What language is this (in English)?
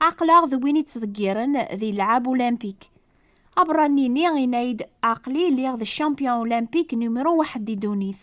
Kabyle